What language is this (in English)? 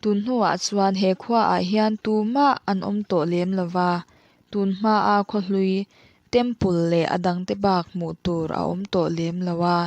Mizo